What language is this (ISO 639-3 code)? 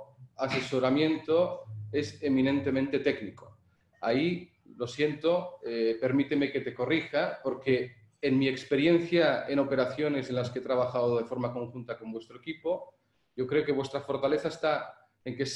spa